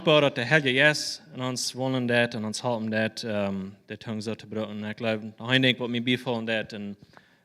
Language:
Plautdietsch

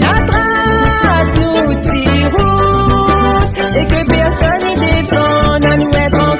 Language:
Réunion Creole French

